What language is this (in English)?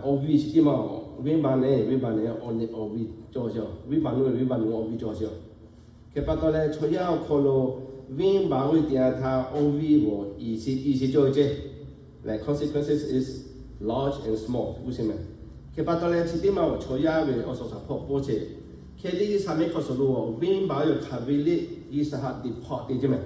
Lahu